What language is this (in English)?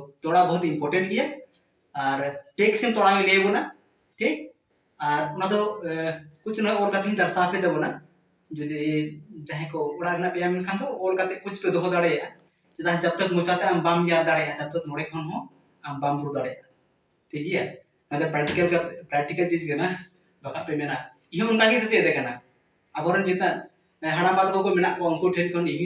Santali